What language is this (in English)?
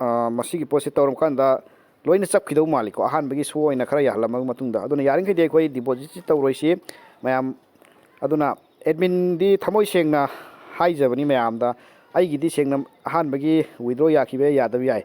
Manipuri